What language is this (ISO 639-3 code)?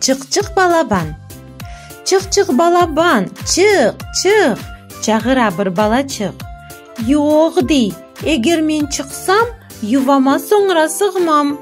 crh